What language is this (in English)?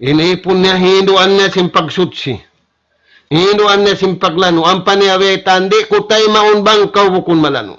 Tausug